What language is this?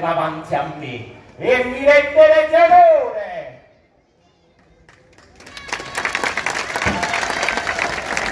Italian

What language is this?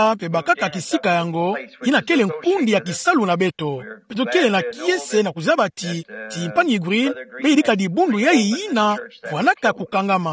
Kituba (Democratic Republic of Congo)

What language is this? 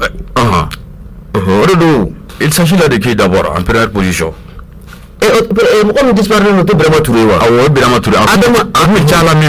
Bambara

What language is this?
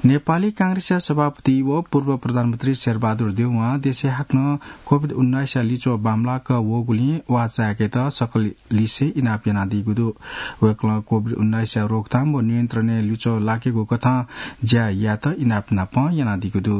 Newari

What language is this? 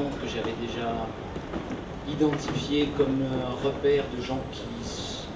French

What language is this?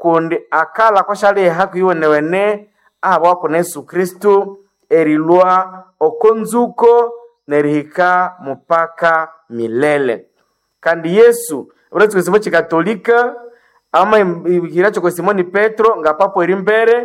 Nande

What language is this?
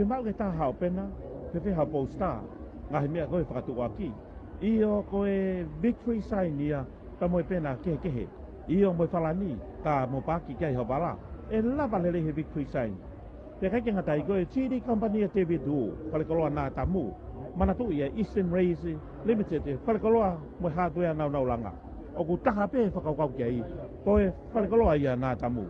Tongan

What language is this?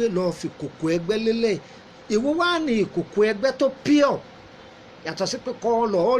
Yoruba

